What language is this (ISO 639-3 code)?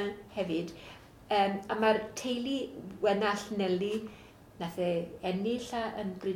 cym